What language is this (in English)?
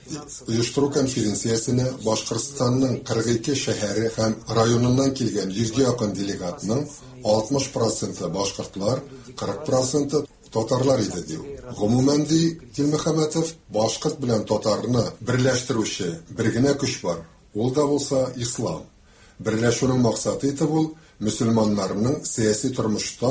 Tatar